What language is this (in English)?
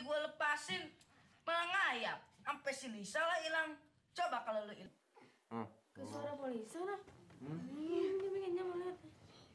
Betawi